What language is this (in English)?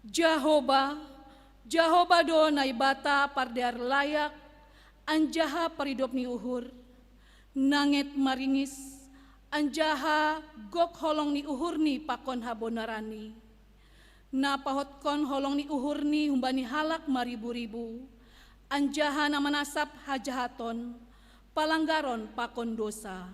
Batak Simalungun